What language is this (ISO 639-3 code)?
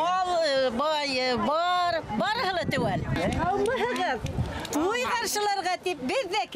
bak